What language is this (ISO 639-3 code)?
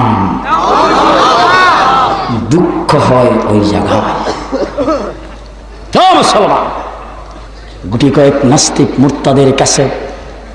ben